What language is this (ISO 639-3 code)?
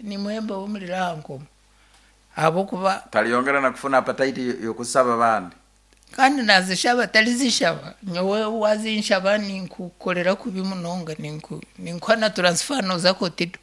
nyn